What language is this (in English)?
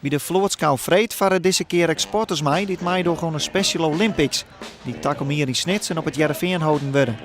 Western Frisian